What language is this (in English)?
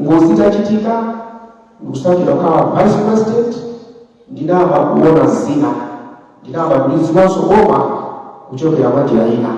Nyanja